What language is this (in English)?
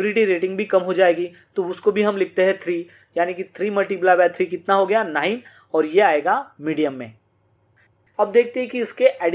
Hindi